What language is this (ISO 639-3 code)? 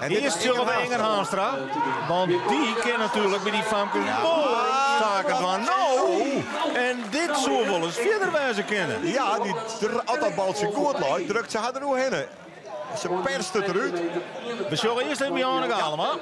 fry